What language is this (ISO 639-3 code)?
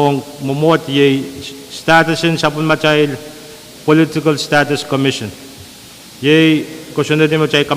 pon